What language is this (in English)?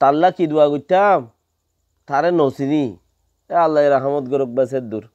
Rohingya